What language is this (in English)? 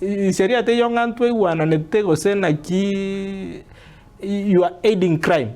Gusii